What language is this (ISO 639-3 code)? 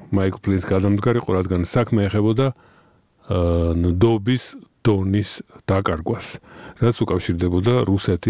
kat